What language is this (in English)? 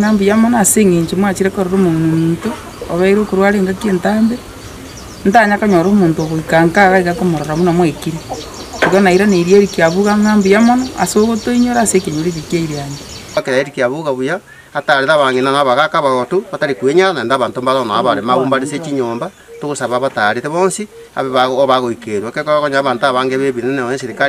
Gusii